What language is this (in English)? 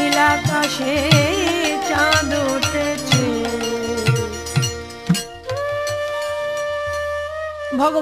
Bangla